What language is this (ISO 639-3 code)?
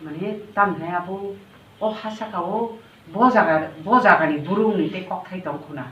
trp